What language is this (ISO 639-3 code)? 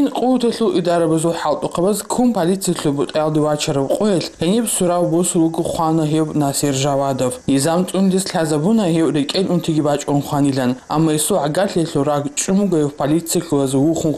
ava